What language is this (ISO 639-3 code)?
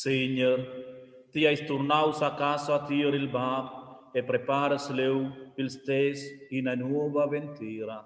roh